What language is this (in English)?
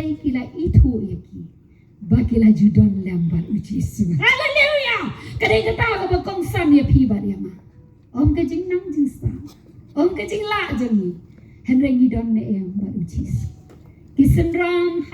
Khasi